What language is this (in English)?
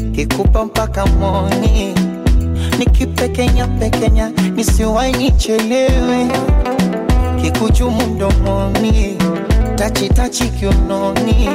Swahili